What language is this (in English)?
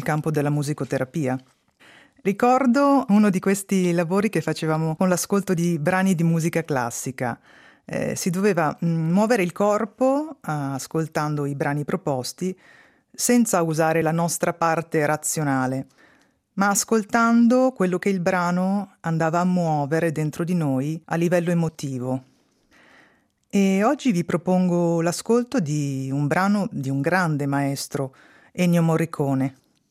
Italian